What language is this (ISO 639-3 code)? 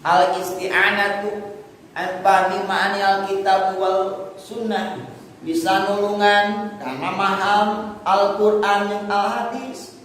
sun